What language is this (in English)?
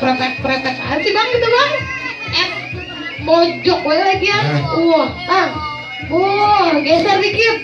Betawi